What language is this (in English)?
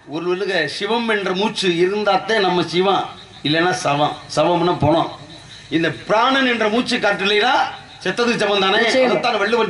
Tamil